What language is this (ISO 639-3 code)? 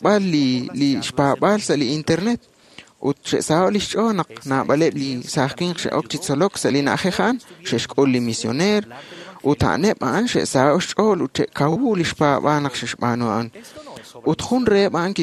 kek